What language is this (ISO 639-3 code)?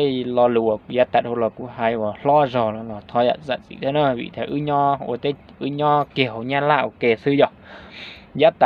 hmn